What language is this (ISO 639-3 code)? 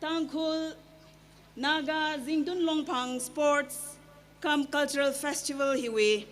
nmf